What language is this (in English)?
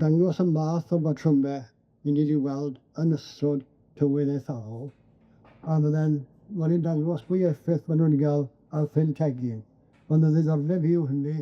Welsh